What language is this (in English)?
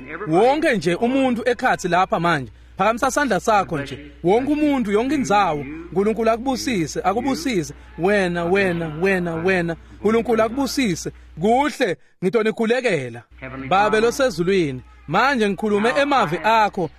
Swati